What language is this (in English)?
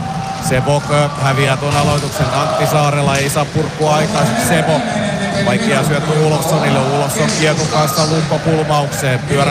Finnish